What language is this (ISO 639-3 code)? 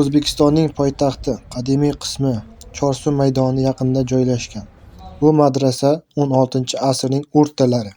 uzb